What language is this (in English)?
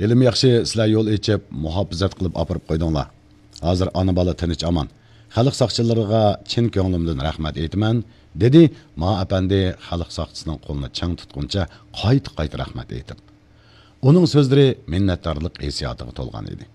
Uyghur